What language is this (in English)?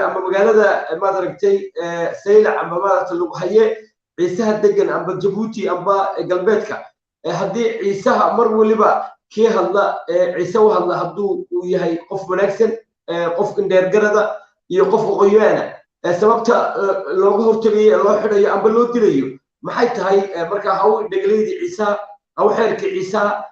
Somali